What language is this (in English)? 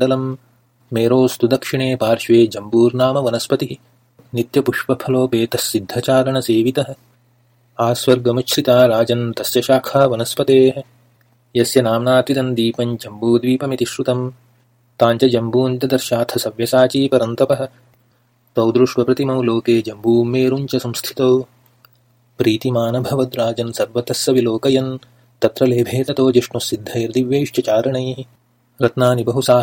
Sanskrit